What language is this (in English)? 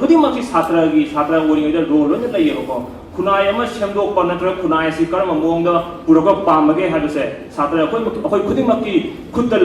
Manipuri